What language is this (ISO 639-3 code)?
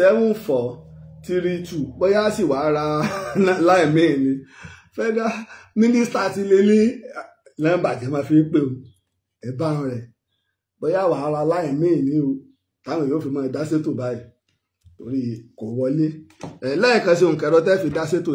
yor